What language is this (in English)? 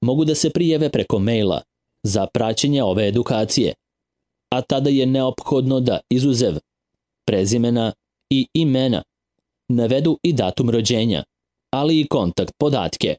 Serbian